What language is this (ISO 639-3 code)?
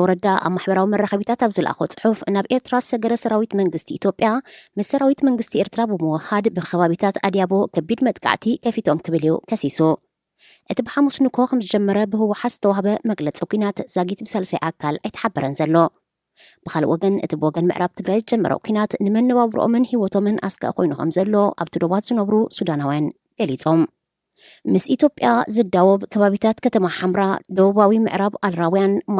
tir